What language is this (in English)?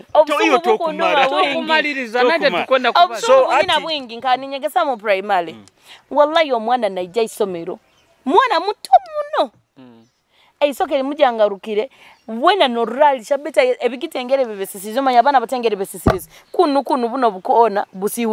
Nyoro